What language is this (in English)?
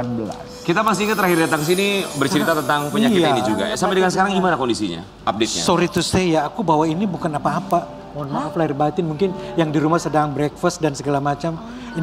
Indonesian